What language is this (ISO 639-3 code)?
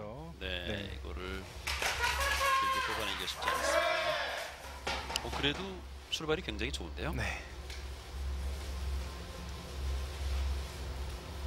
kor